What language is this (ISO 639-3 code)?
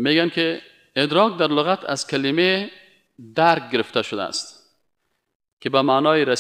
fas